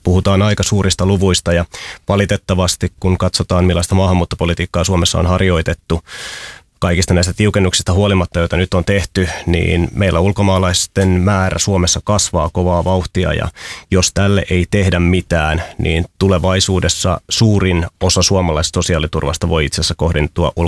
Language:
Finnish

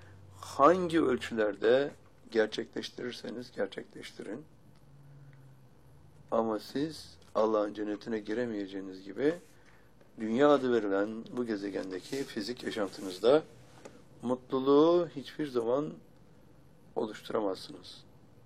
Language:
Turkish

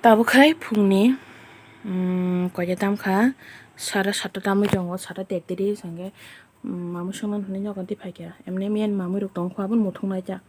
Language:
Kok Borok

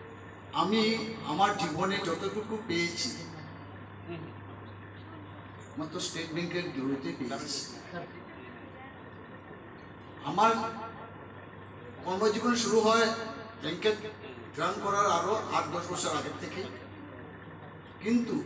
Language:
Bangla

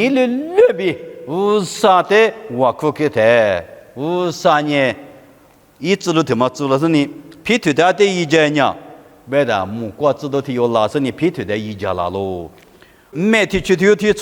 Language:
Lisu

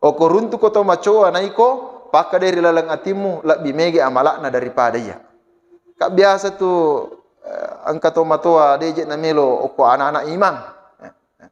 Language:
Buginese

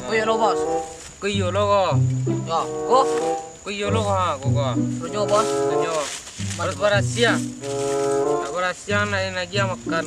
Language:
Minangkabau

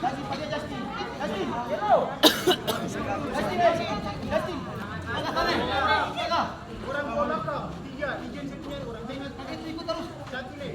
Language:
Ambonese Malay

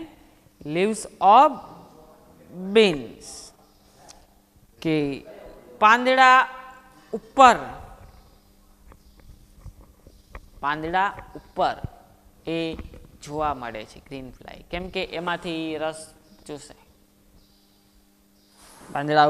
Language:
Gujarati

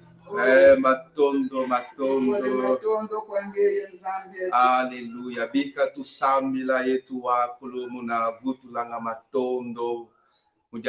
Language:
Kongo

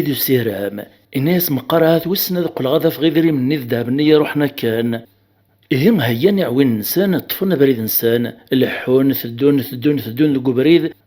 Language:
Kabyle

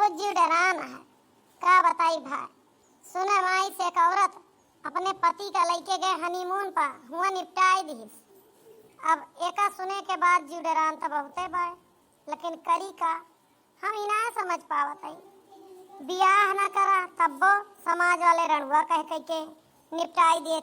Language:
Awadhi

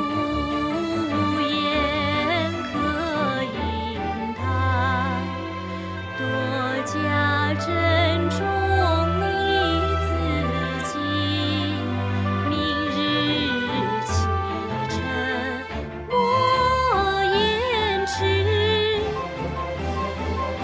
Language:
Chinese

